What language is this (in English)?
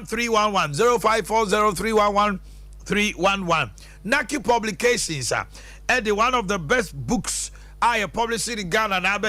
Akan